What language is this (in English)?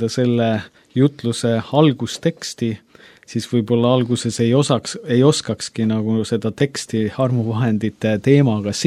Estonian